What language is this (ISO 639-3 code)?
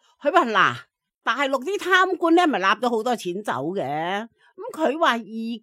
yue